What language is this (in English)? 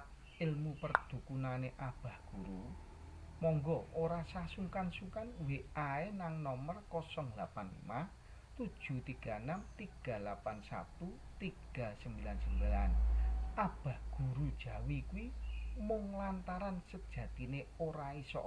Javanese